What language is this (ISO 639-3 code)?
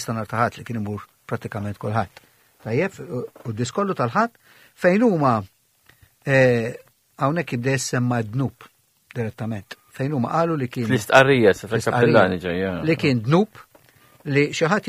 mlt